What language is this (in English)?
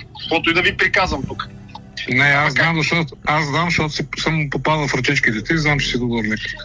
Bulgarian